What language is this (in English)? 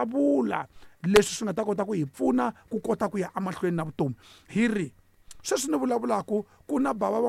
Tsonga